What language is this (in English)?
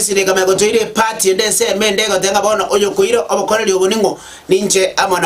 Gusii